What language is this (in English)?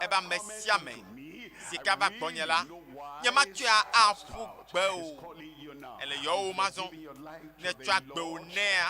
Ewe